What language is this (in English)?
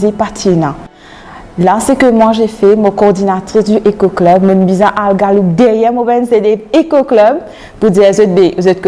Morisyen